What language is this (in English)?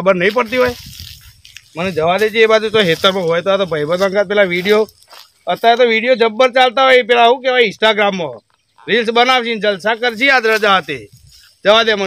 Gujarati